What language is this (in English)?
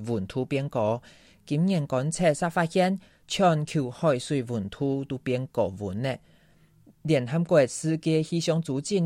Hakka Chinese